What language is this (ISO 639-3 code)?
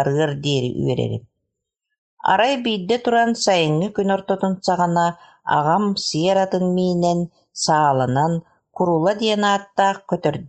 sah